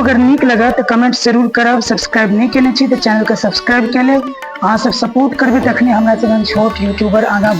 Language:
Maithili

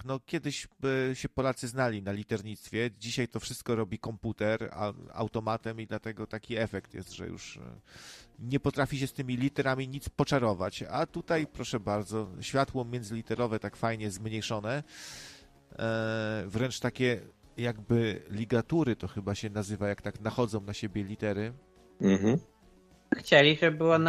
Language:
Polish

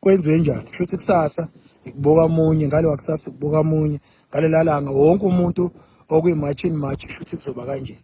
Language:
Zulu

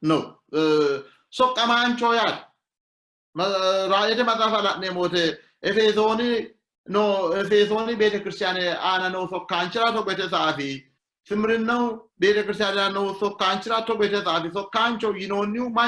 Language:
Sidamo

